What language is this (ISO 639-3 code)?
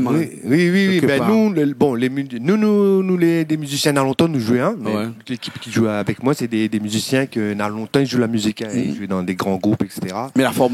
rcf